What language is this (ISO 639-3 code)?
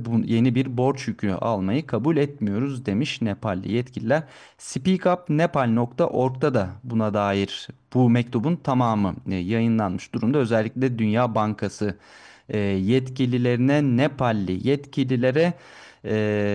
tur